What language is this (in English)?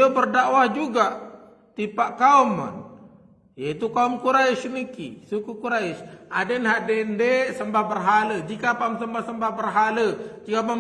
Sasak